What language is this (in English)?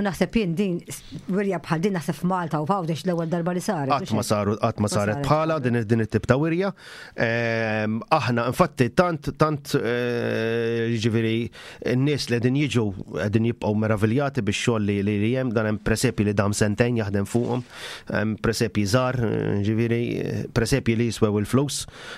Maltese